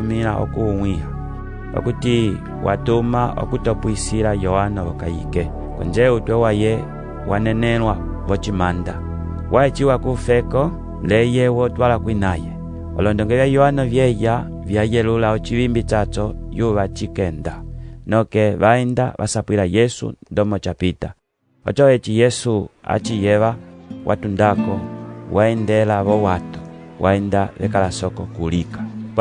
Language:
Umbundu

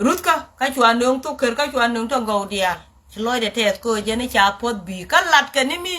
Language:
Nuer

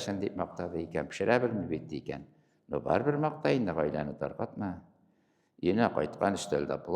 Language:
Tatar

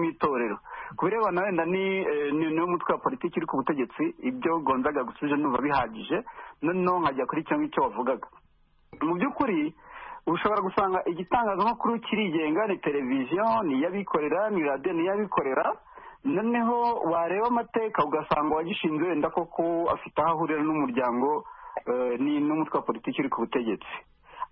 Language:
Kinyarwanda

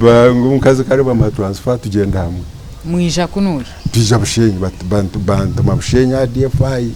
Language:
Nyankole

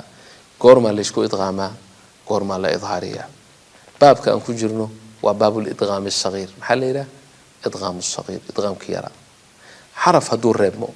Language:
Somali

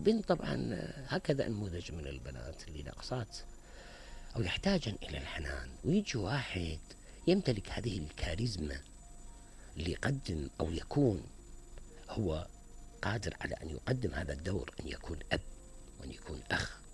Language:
Mesopotamian Arabic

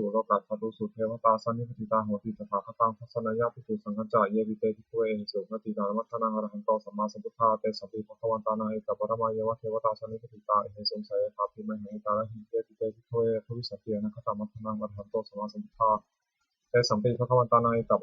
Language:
Pali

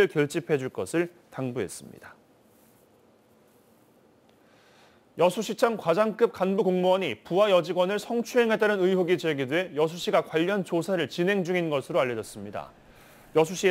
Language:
Korean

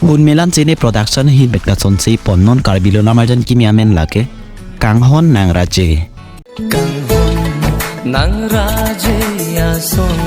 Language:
Karbi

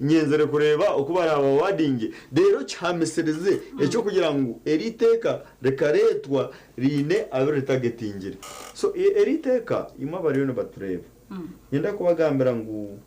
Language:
Nyankole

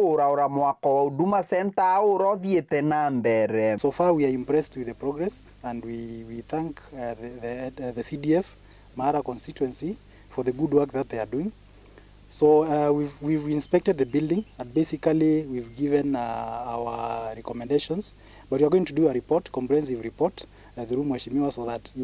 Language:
Meru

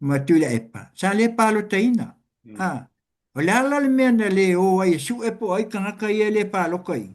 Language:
Samoan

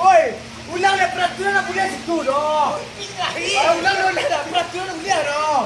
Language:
Minangkabau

